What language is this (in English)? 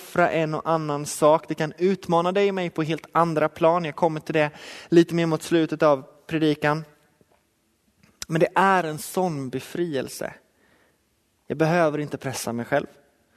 Swedish